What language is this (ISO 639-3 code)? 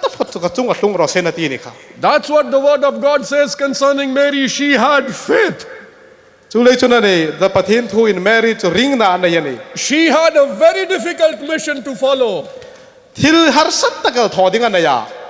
hmr